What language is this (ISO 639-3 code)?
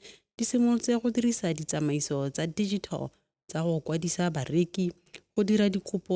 tsn